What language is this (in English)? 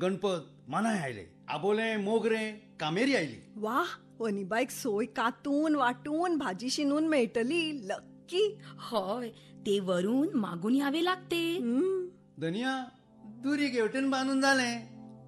Konkani